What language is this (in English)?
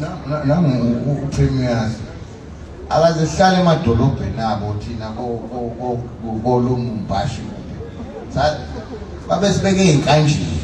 Zulu